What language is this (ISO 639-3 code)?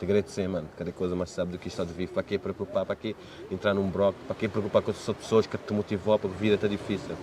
kea